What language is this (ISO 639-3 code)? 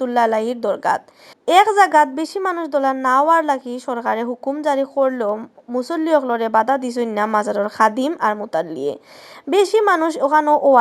syl